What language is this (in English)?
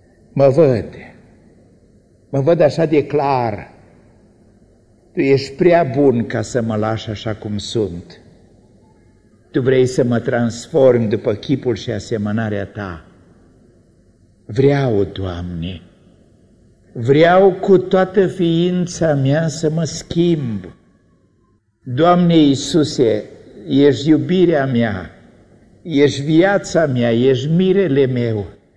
Romanian